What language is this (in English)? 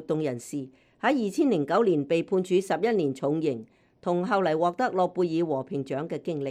Cantonese